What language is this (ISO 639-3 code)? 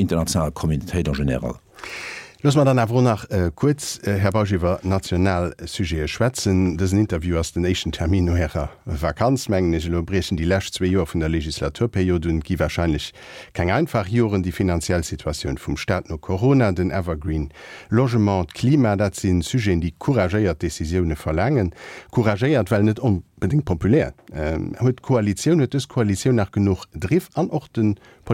ltz